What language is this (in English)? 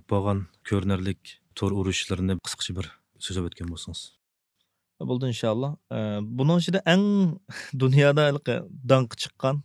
Uyghur